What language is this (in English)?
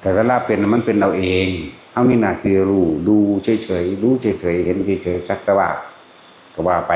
Northeastern Thai